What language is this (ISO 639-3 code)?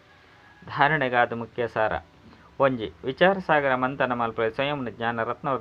tcy